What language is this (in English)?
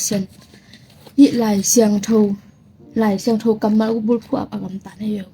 Tedim Chin